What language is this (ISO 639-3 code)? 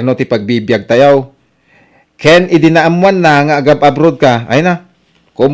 ilo